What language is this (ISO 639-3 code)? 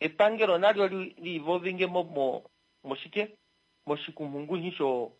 kua